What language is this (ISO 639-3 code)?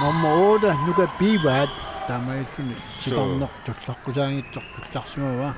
kal